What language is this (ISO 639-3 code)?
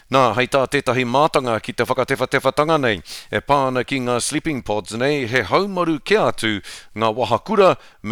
mri